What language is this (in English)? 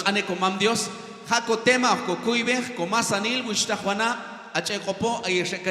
Q'anjob'al